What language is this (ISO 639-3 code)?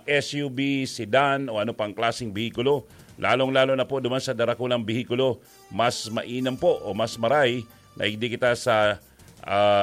bik